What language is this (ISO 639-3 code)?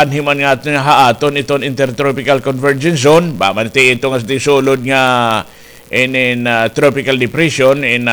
war